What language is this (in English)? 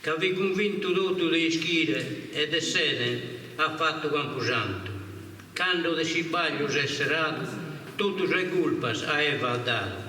Sardinian